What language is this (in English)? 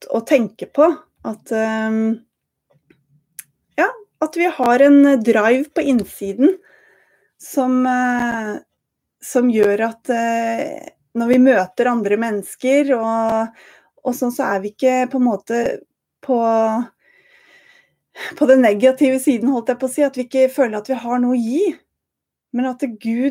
Norwegian